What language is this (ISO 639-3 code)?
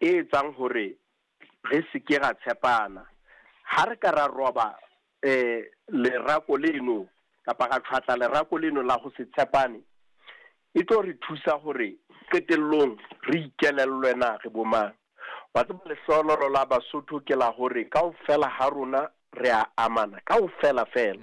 sot